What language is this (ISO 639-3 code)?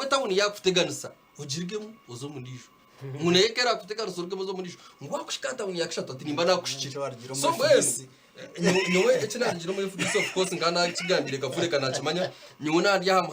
nyn